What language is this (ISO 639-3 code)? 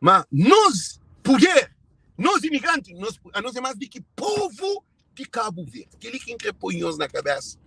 kea